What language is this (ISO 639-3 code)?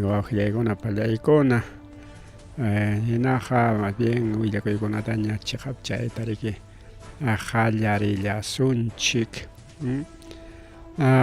quy